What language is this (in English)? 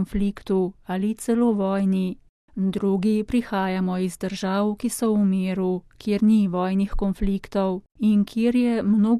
Slovenian